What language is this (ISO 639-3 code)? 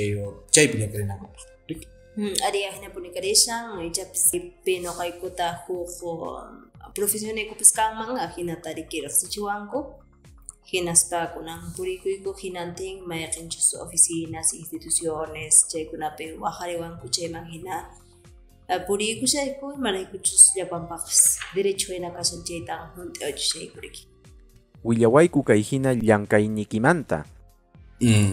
que